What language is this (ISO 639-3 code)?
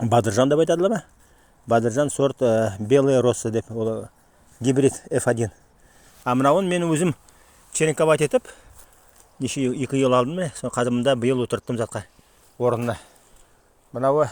nog